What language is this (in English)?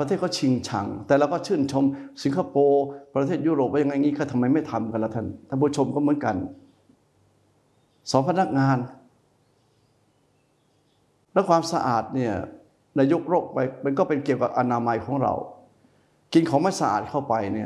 Thai